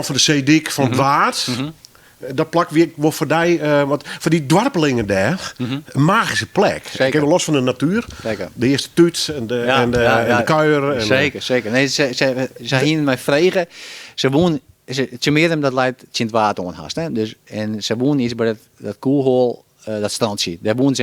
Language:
Western Frisian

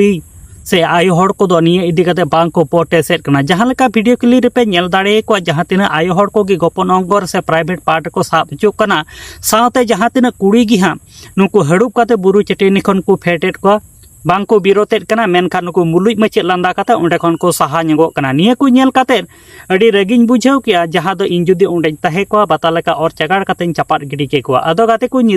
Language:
Santali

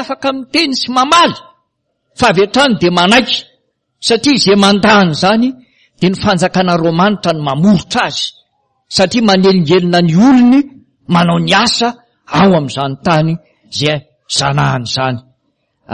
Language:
Malagasy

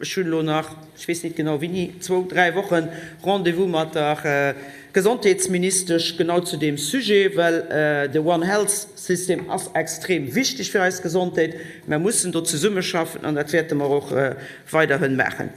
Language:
Luxembourgish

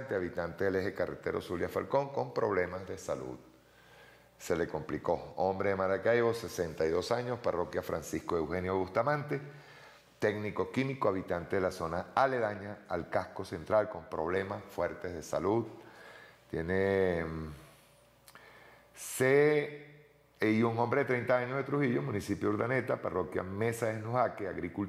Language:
Spanish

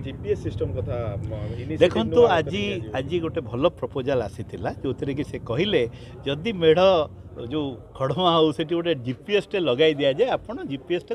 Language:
Odia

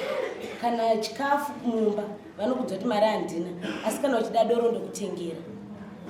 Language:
Shona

